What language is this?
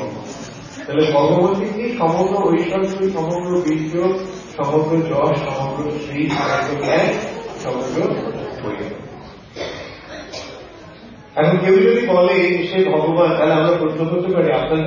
Bangla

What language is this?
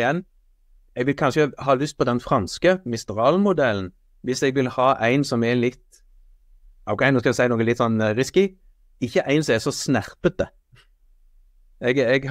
Norwegian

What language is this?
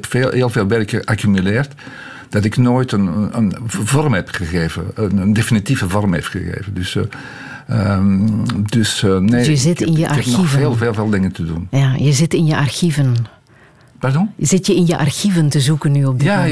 Dutch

